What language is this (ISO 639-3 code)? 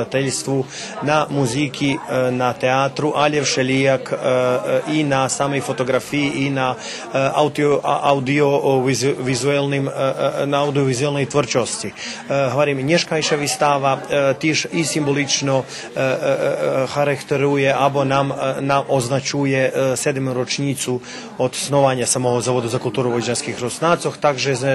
rue